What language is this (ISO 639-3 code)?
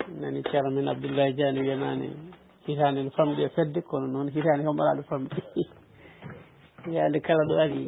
ful